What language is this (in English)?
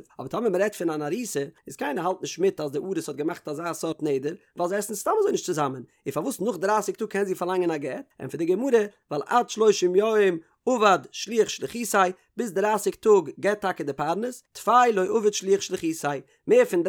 Yiddish